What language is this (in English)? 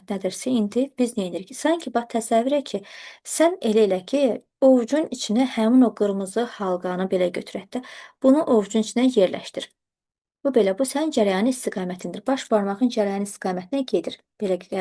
Azerbaijani